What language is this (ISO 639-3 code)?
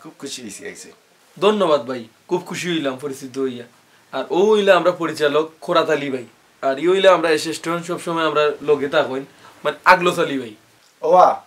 syl